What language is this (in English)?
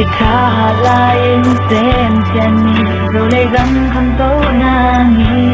Tedim Chin